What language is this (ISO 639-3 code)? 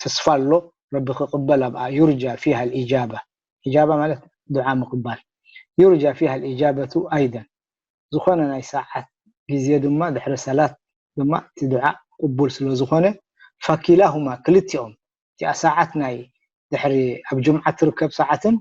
tir